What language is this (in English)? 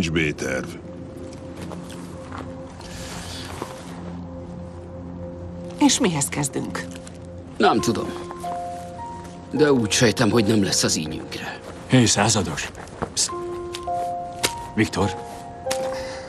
Hungarian